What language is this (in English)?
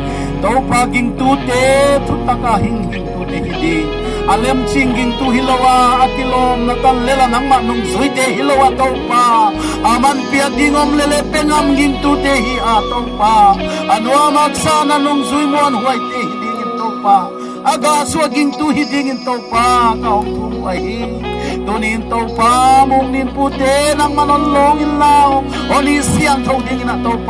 Paite Chin